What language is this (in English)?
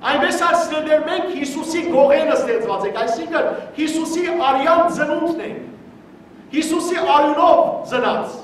Western Armenian